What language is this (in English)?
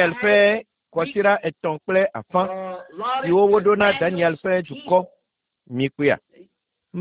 Ewe